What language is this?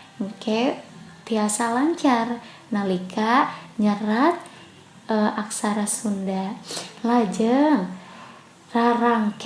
Sundanese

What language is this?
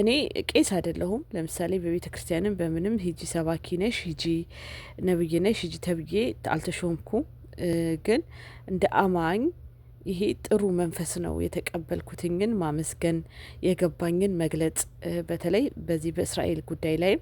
Amharic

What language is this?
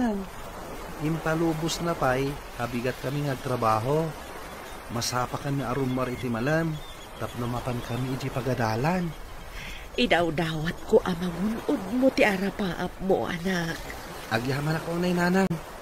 Iloko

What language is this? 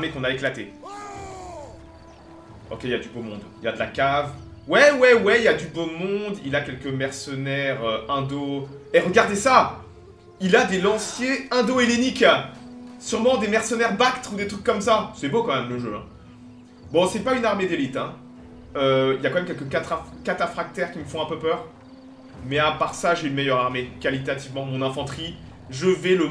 French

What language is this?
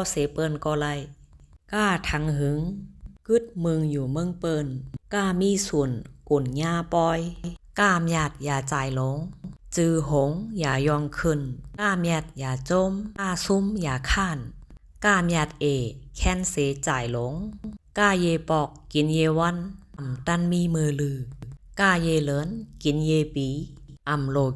Shan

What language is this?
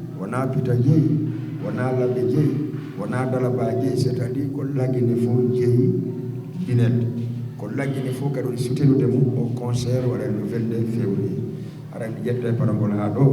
Fula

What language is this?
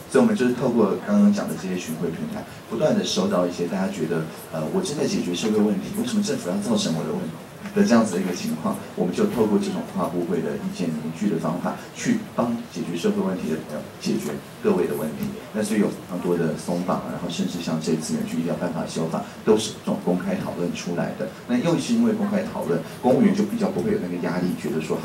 Chinese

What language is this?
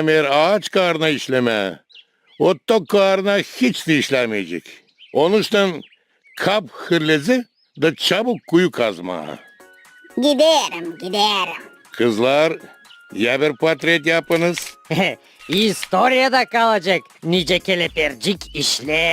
Gagauz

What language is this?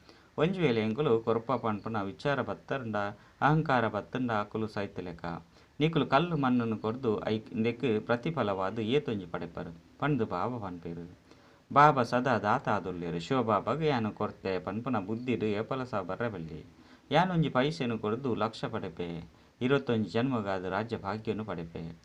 Tulu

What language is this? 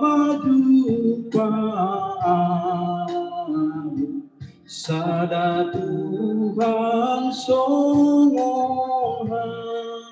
Batak Simalungun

